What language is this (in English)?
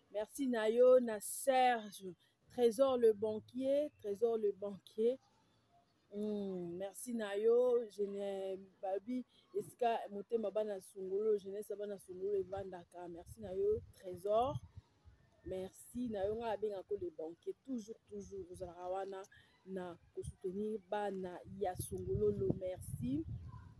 Lingala